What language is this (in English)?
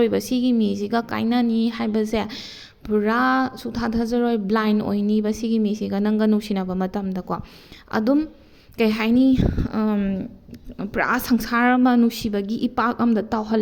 Manipuri